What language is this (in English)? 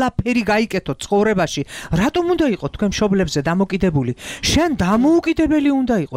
Georgian